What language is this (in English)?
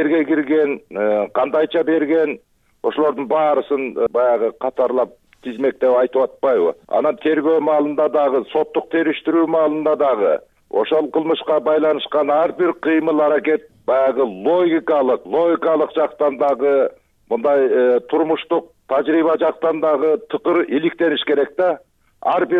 Kyrgyz